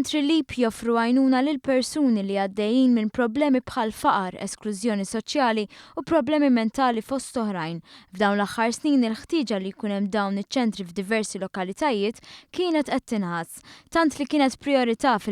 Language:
Maltese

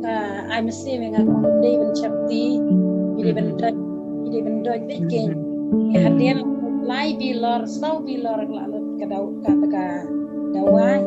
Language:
Khasi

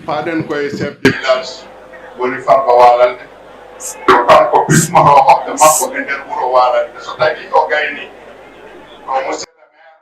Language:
Fula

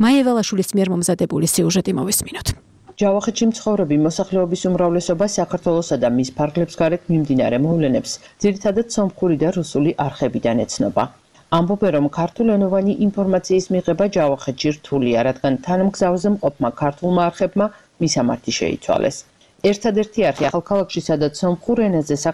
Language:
Georgian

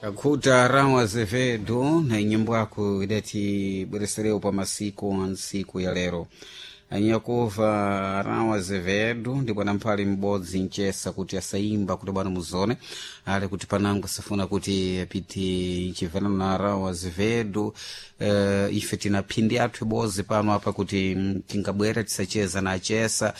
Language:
Sena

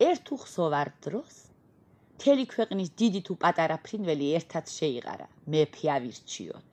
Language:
Georgian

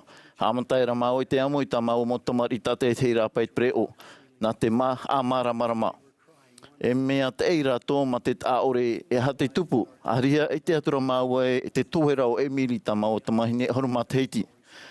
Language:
Tahitian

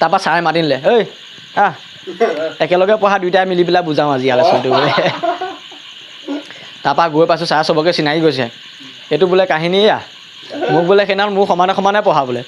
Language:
Assamese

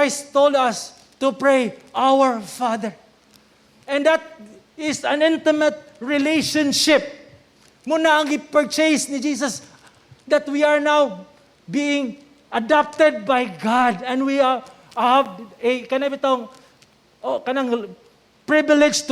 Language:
Cebuano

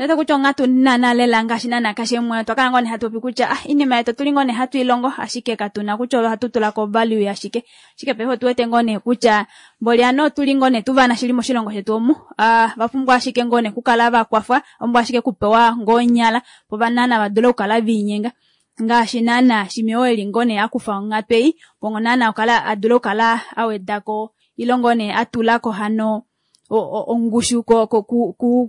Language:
Kuanyama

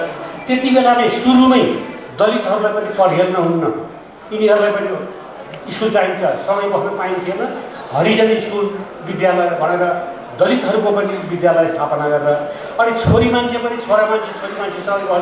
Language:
Nepali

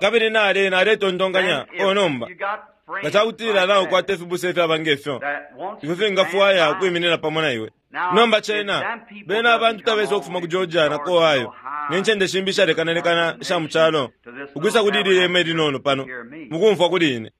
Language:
Bemba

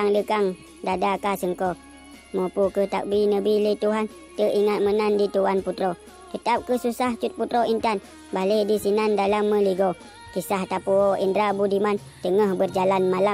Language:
Achinese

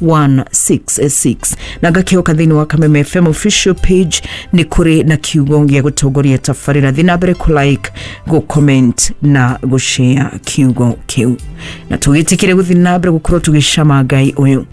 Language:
Kikuyu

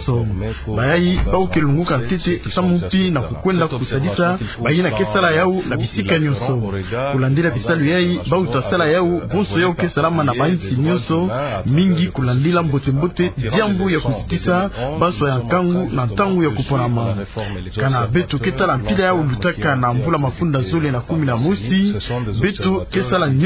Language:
Kituba (Democratic Republic of Congo)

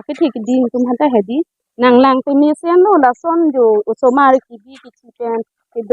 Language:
Karbi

